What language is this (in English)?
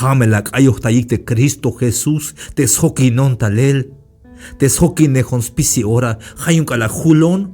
Tzeltal